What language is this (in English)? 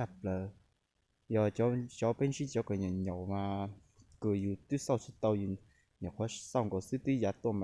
Hmong